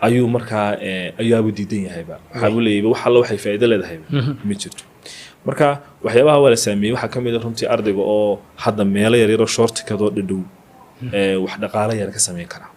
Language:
Somali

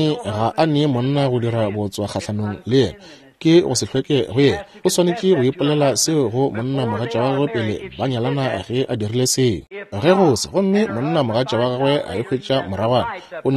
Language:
Northern Sotho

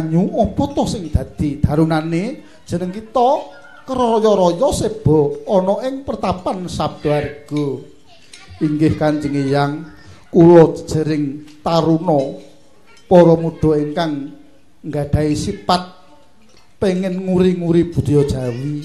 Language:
Javanese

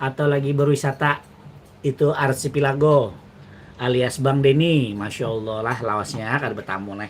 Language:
Banjar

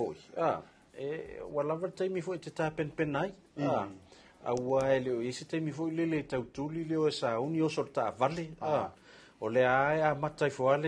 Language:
Samoan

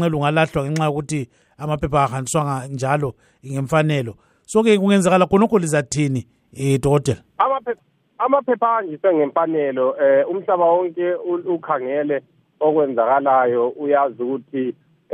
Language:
North Ndebele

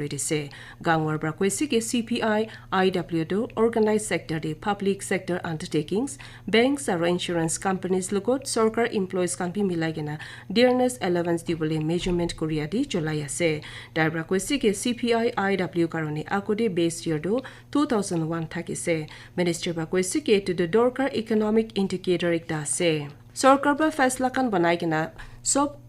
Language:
Naga Pidgin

